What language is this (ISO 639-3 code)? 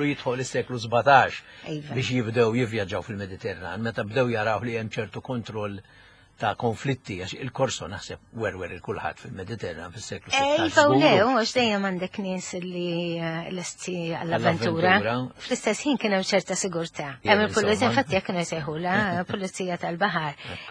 mlt